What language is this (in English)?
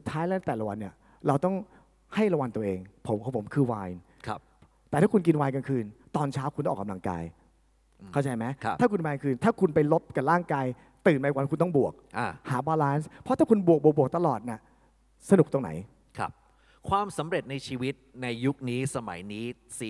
Thai